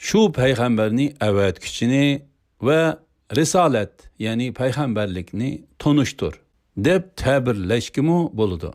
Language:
Uyghur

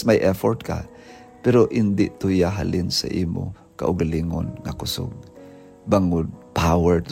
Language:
Hiligaynon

